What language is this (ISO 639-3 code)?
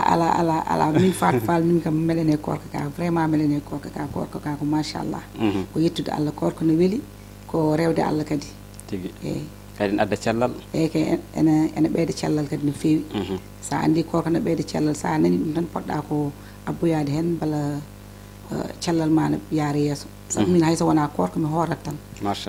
ful